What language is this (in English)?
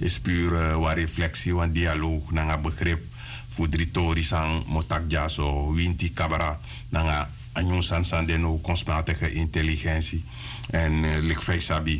Sranan Tongo